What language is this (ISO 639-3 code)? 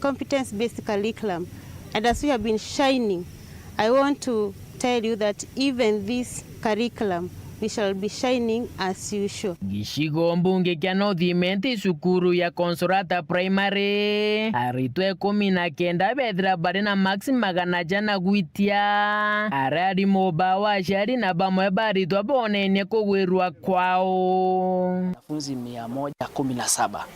mer